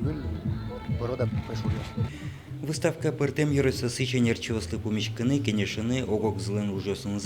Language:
Udmurt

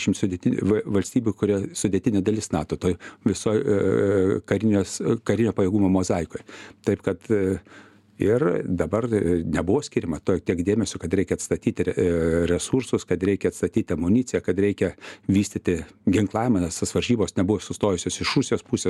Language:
Lithuanian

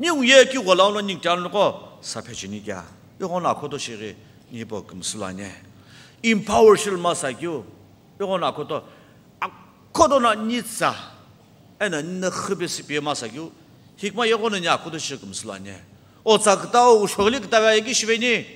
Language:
Sumi Naga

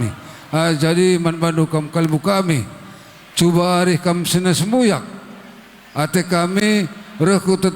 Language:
Batak Karo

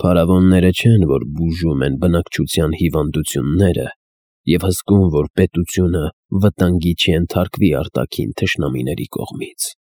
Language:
Armenian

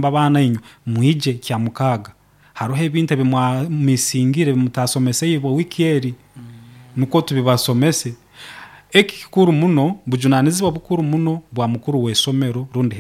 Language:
Nyoro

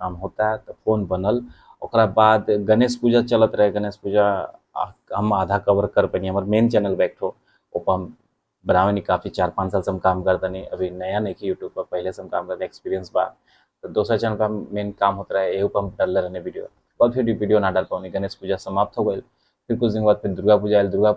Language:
Bhojpuri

